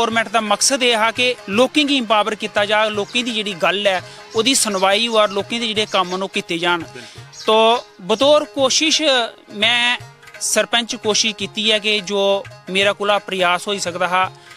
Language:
Dogri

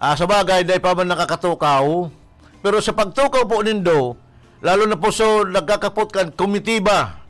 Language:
Bikol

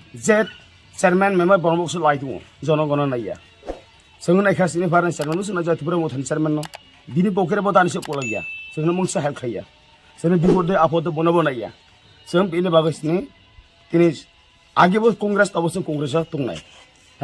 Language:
Kok Borok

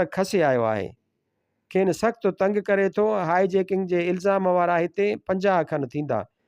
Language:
Sindhi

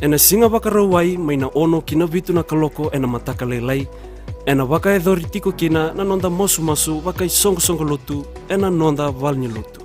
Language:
Fijian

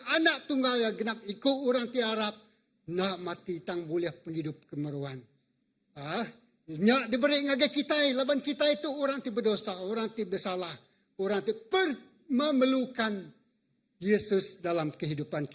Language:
Iban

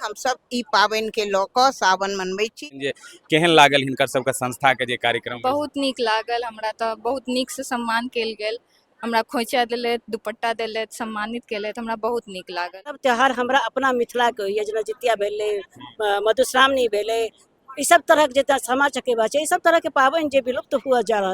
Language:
Maithili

